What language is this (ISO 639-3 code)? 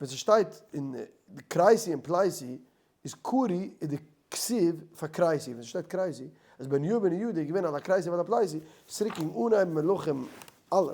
yid